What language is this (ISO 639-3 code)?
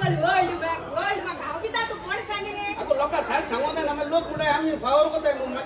kok